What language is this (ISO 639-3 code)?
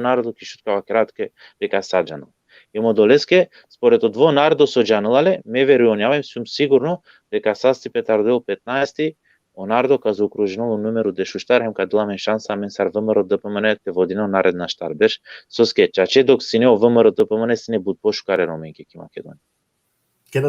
rmn